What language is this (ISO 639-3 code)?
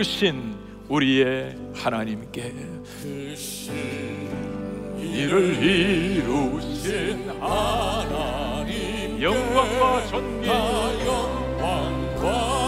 kor